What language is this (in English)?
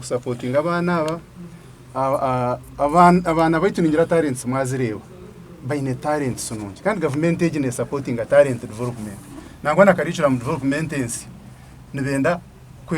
Nyankole